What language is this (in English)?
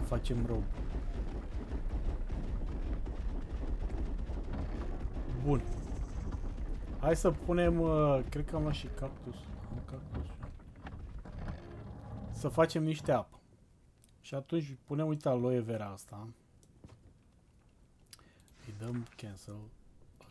Romanian